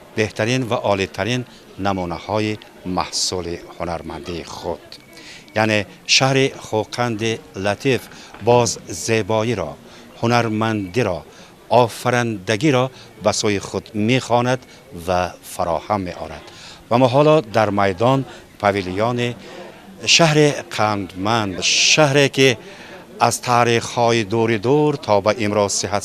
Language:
Tajik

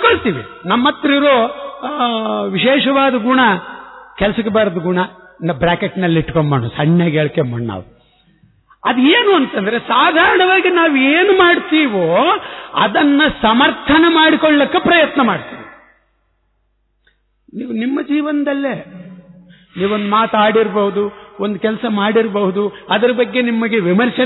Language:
Kannada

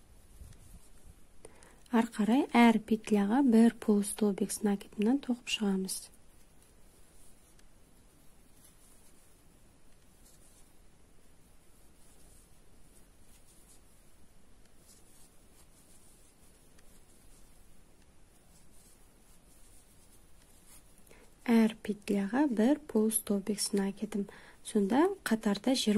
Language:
Kazakh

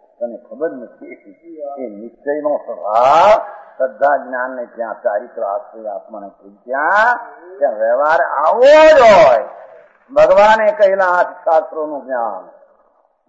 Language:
Gujarati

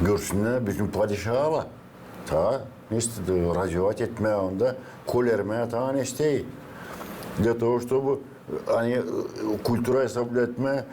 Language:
Gagauz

